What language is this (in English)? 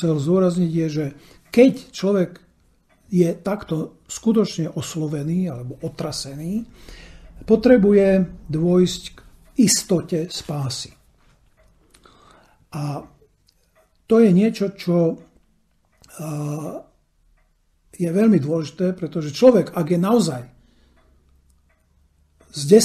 Slovak